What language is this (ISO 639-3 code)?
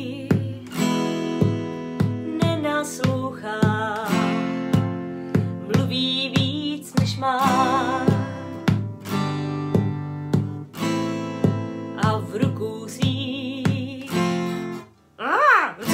ces